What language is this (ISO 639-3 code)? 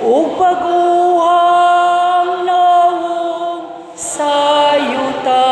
ceb